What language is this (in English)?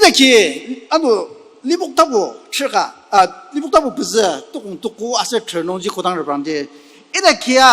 Ao Naga